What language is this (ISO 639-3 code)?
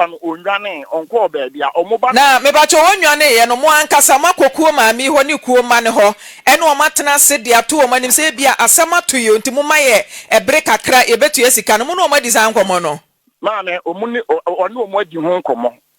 aka